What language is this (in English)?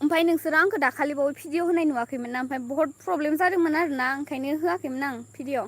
Bodo